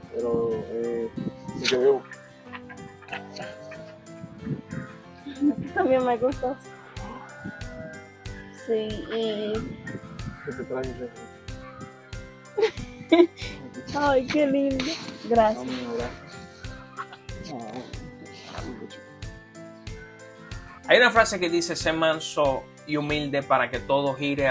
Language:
Spanish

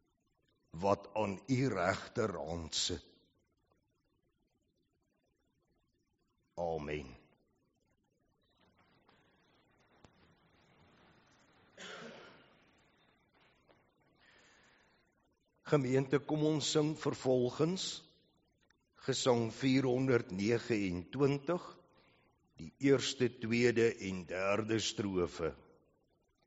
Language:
Afrikaans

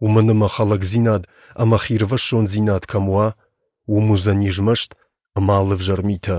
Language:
Ossetic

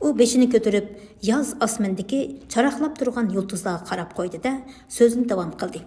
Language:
Uyghur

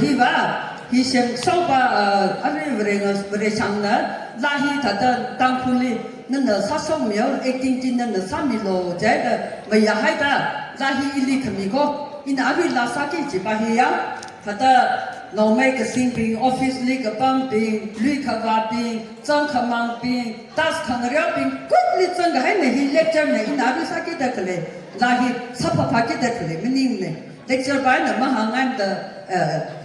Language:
Tangkhul Naga (India)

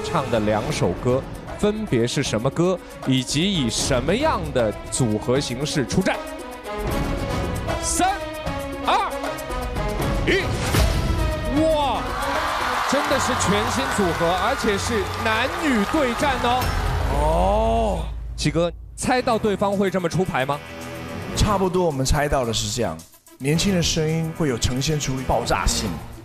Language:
Chinese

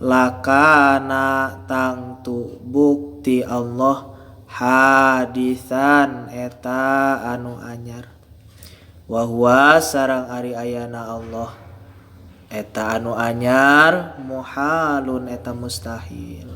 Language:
Sundanese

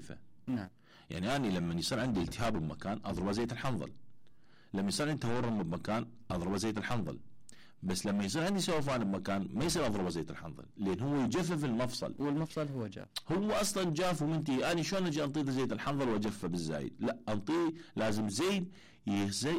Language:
Mesopotamian Arabic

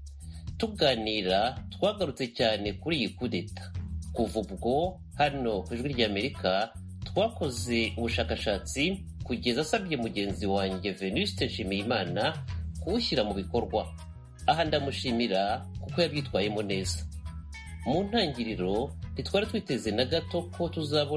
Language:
Kinyarwanda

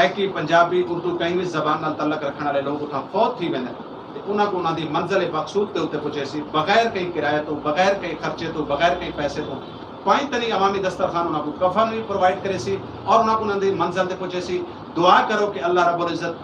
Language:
Saraiki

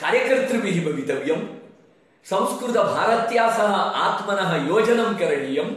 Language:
Sanskrit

